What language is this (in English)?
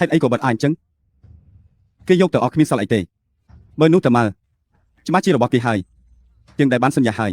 Khmer